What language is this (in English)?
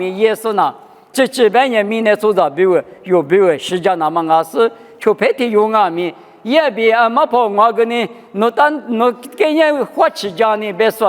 Lisu